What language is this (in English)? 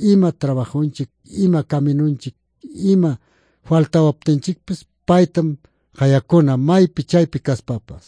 Quechua